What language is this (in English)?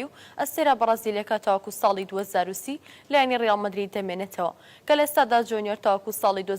Central Kurdish